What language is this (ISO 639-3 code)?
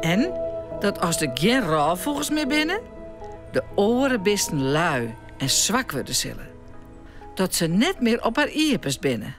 fry